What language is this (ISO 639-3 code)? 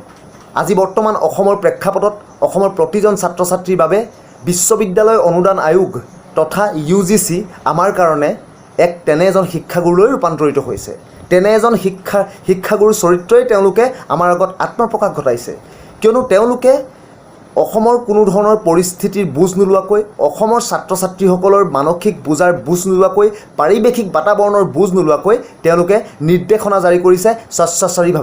asm